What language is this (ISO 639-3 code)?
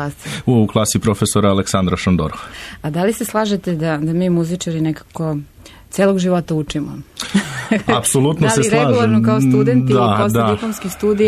srp